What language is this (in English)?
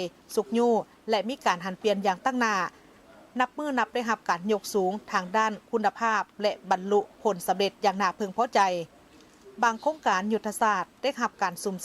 Lao